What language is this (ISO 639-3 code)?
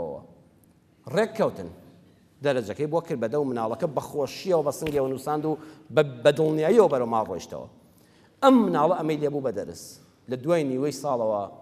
ckb